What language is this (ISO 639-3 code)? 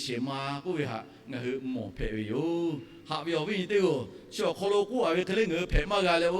lhu